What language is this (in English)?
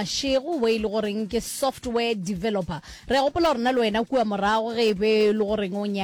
Northern Sotho